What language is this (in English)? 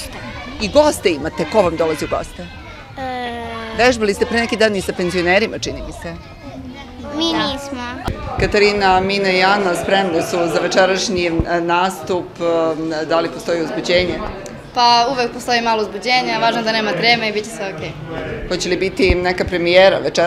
Serbian